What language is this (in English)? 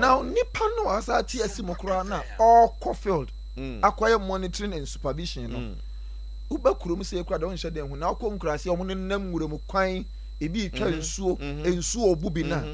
Akan